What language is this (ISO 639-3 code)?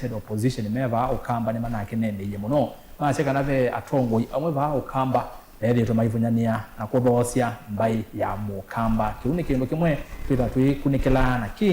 kam